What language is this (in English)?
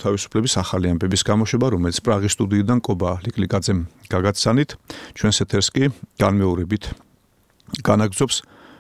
Georgian